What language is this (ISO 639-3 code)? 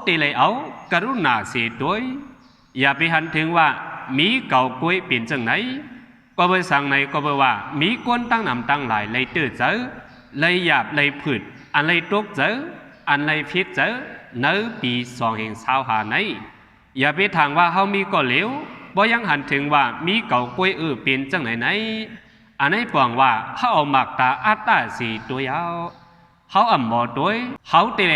shn